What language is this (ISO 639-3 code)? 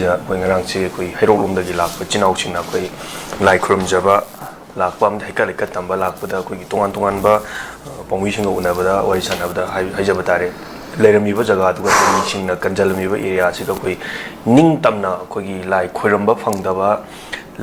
mni